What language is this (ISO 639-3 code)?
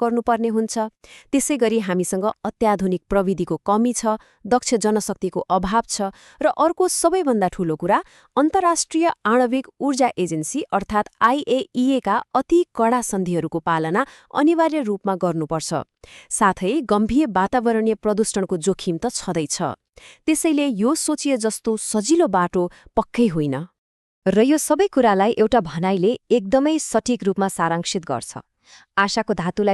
nep